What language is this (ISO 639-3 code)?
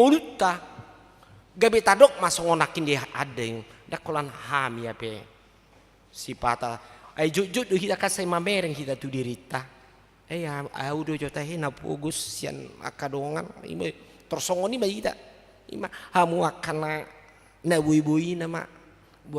bbc